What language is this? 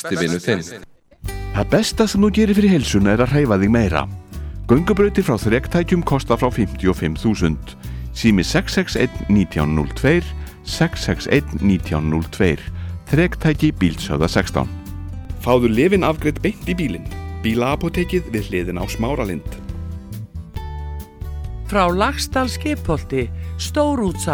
Icelandic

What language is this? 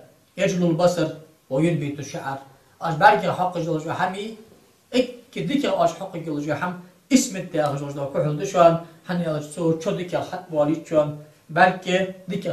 Ingush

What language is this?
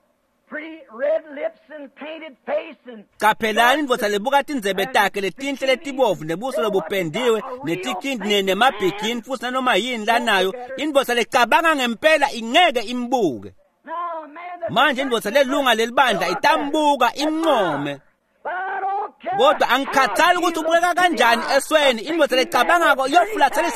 Swati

